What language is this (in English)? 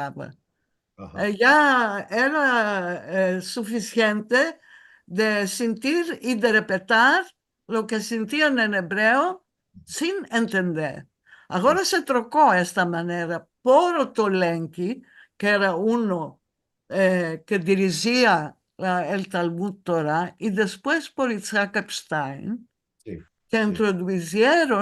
Ladino